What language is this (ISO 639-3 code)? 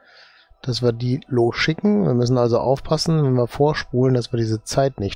deu